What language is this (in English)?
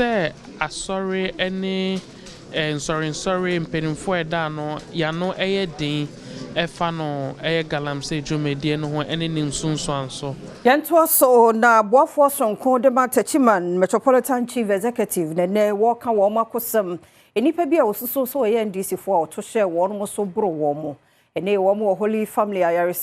Akan